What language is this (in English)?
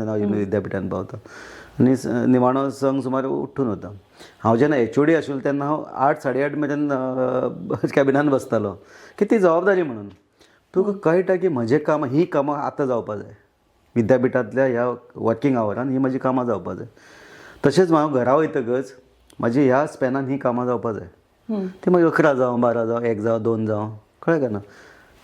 Konkani